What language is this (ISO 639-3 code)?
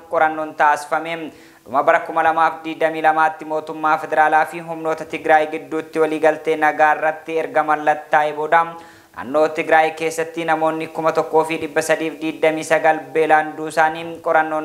orm